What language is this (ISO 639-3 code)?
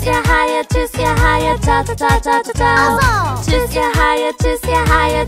deu